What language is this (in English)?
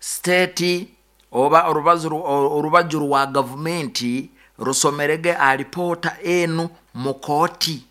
Nyoro